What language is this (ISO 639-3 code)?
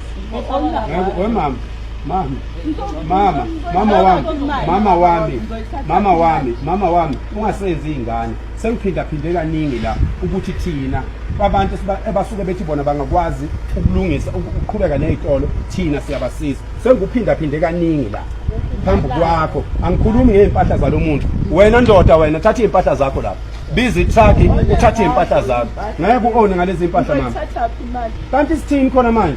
zul